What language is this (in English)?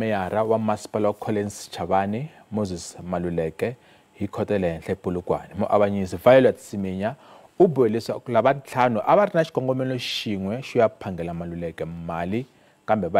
Tsonga